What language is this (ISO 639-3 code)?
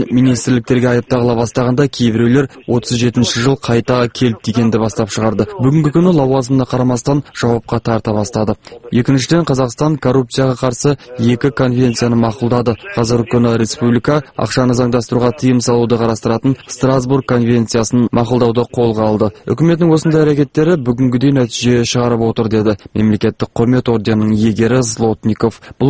kaz